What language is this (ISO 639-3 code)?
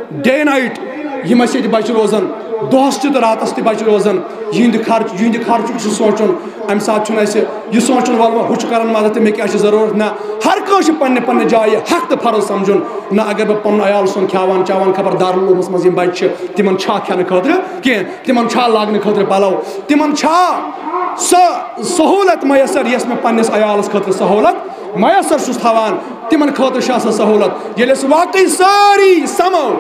kas